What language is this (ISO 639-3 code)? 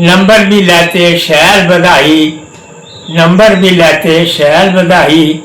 doi